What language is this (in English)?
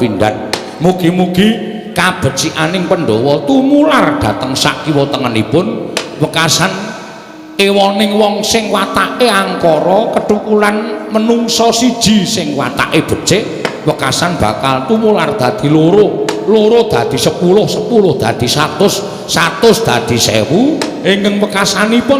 Javanese